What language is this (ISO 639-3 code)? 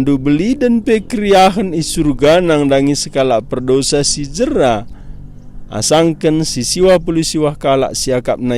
btx